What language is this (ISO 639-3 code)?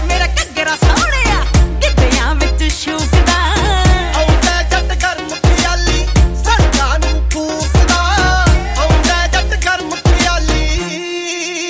pan